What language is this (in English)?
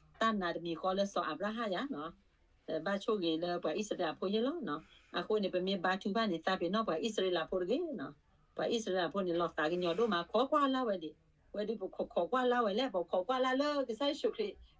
S'gaw Karen